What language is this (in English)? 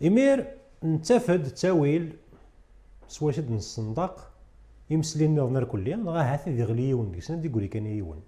Kabyle